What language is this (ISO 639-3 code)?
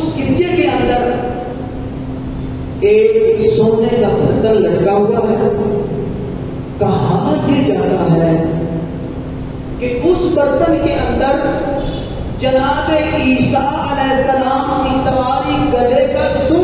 urd